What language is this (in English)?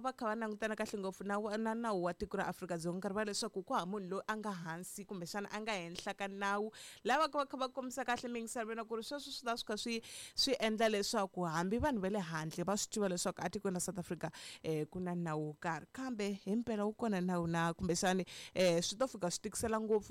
Tsonga